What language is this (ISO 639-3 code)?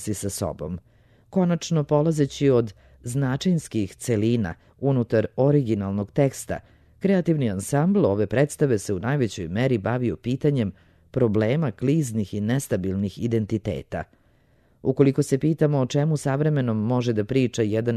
srp